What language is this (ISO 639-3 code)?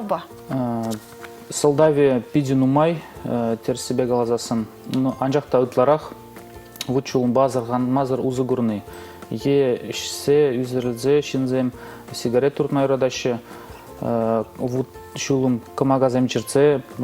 chv